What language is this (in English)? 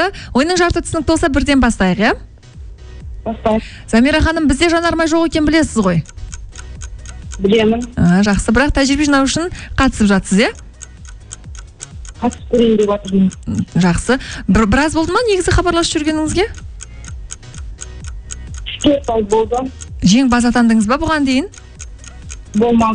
Kazakh